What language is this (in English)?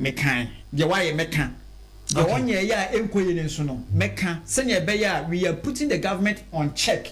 Akan